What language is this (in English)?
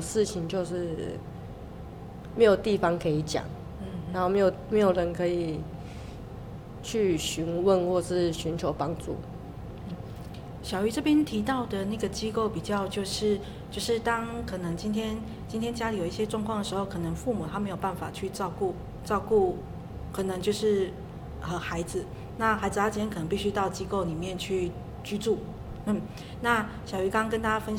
Chinese